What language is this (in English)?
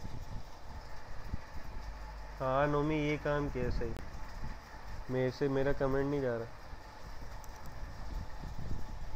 Hindi